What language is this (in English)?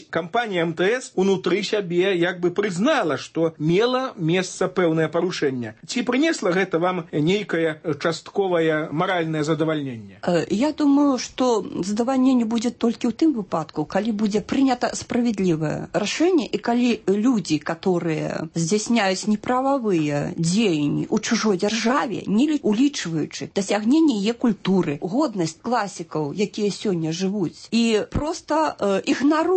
Belarusian